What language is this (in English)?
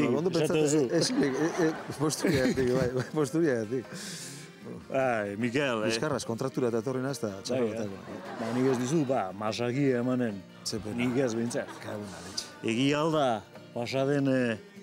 Basque